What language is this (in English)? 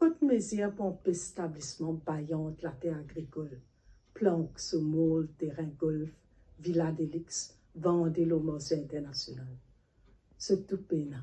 Morisyen